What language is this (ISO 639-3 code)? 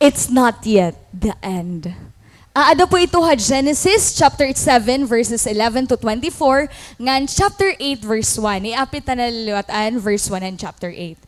war